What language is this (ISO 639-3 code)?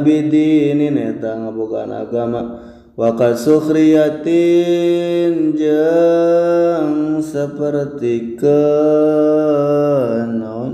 sun